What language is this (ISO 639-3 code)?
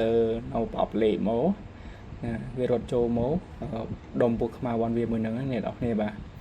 khm